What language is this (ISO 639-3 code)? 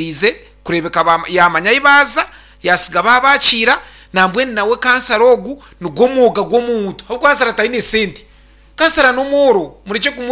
nyn